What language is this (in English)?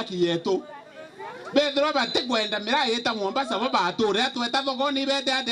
Meru